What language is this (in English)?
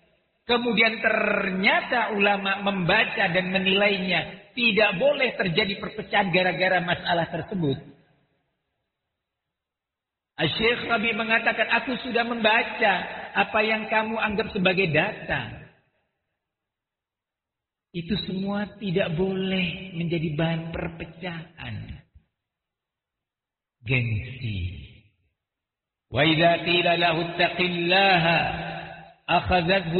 Indonesian